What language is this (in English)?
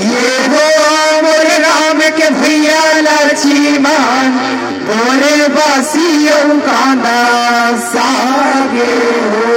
Chhattisgarhi